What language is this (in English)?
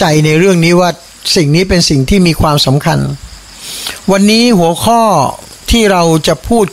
Thai